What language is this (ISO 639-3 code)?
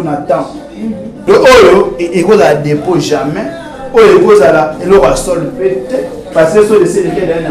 lin